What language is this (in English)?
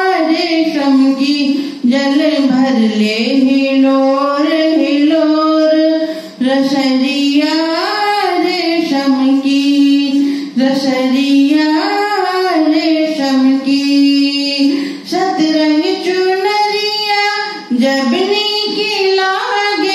Bhojpuri